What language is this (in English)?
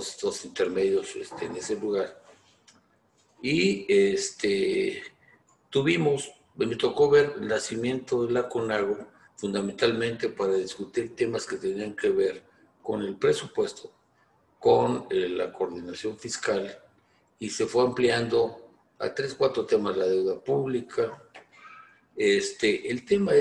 Spanish